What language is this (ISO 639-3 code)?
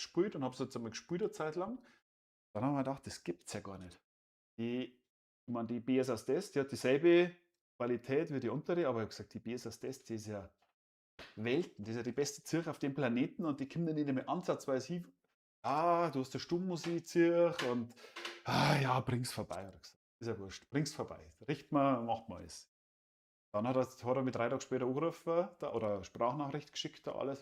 bar